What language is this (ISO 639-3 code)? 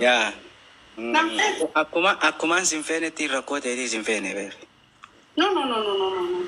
orm